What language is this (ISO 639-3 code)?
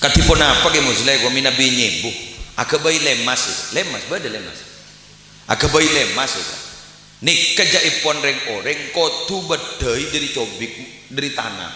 mad